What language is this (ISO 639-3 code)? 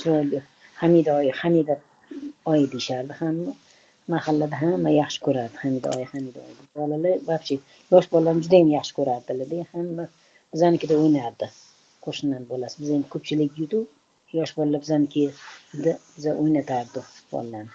uzb